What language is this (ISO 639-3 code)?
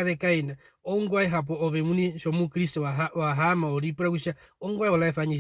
her